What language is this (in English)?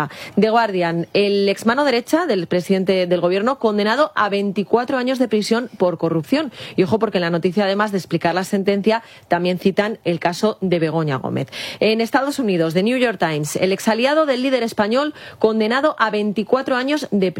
Spanish